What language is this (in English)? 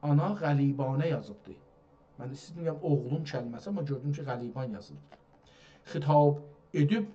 South Azerbaijani